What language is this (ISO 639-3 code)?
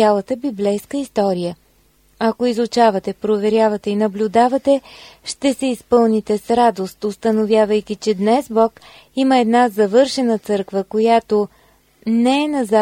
bul